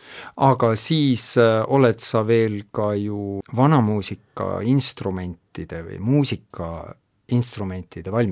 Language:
Estonian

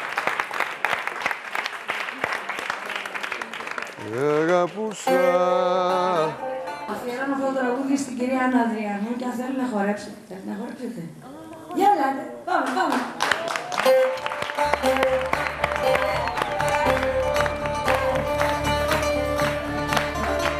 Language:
Greek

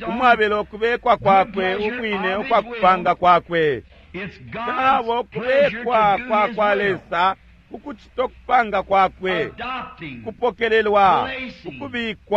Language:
Bemba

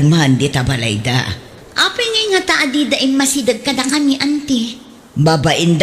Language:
Iloko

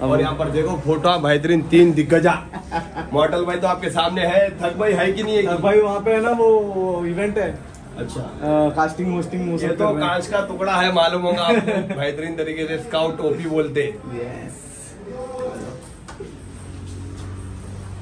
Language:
Hindi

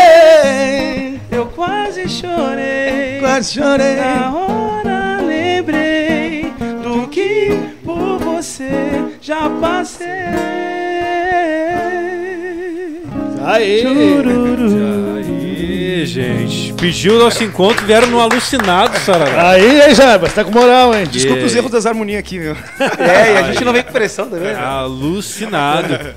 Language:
Portuguese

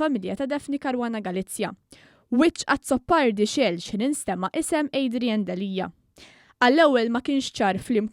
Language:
Maltese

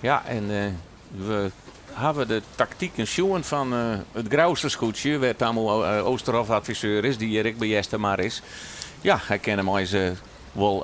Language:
Western Frisian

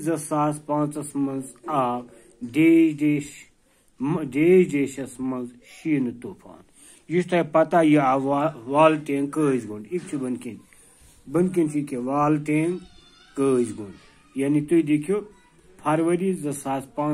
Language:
Kashmiri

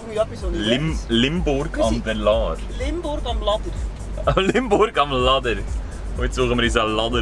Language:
Swiss German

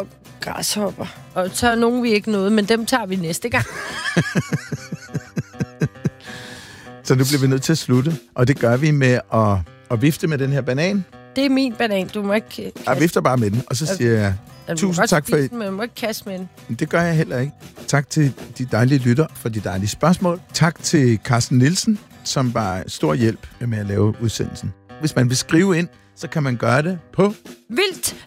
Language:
Danish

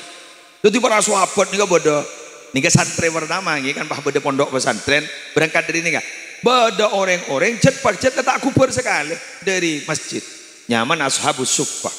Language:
Madurese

